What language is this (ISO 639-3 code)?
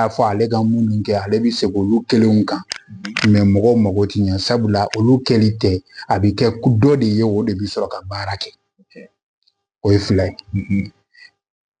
bam